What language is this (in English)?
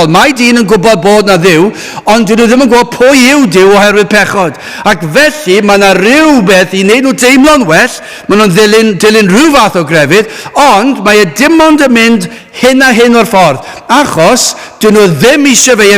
Welsh